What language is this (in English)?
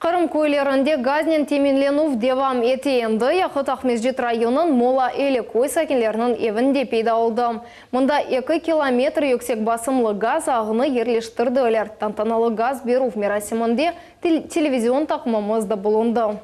Crimean Tatar